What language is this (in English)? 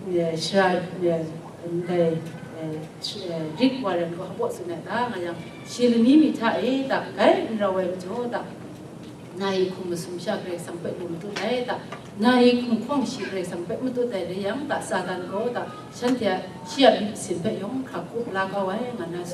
Kachin